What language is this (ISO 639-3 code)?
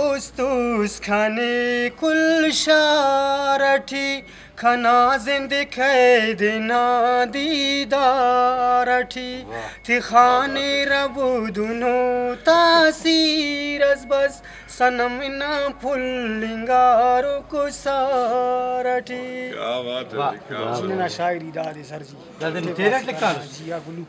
brh